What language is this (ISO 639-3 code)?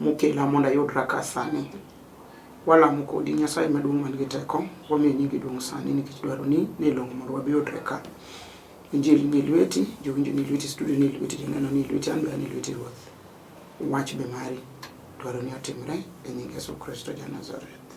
luo